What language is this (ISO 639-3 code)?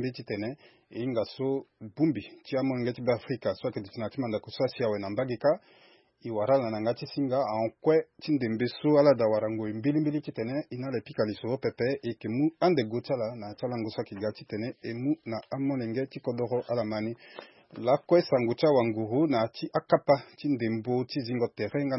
sag